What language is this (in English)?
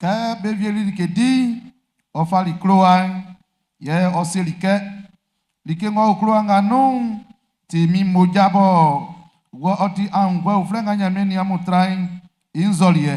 Baoulé